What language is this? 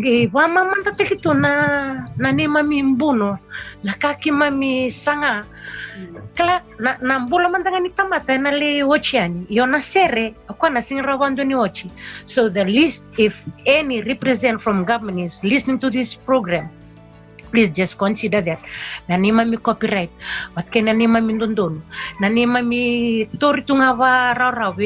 Fijian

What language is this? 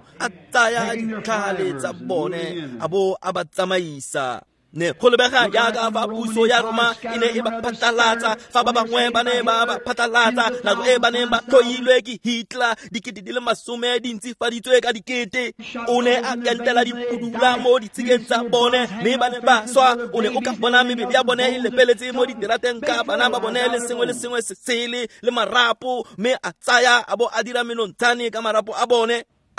Tswana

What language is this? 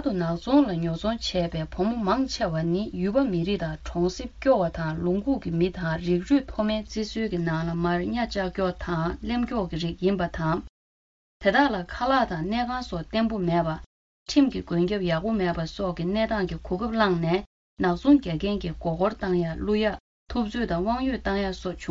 Tibetan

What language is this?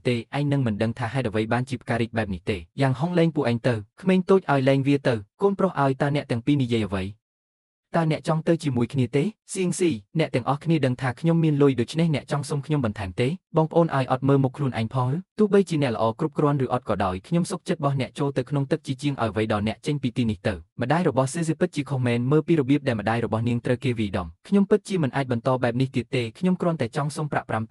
Khmer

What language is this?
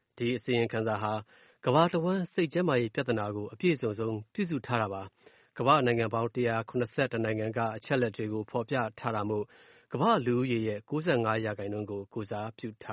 Burmese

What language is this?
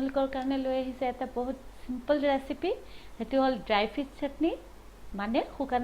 Assamese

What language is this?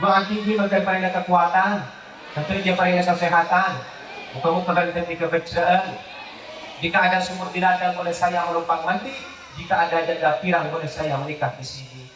Madurese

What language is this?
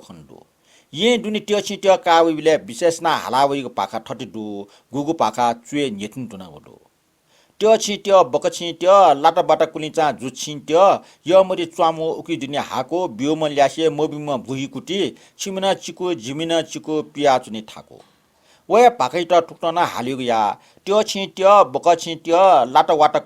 Newari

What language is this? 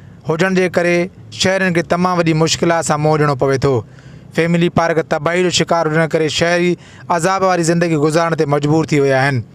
Sindhi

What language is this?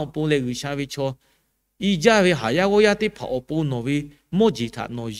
Lahu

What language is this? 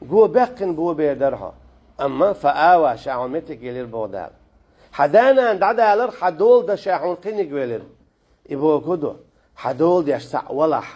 Chechen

